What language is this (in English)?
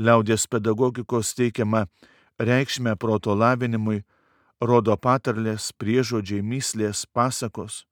Lithuanian